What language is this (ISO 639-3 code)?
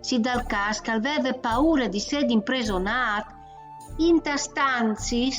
fur